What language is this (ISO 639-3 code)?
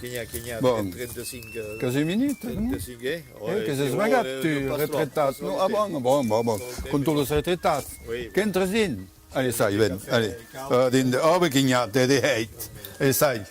oci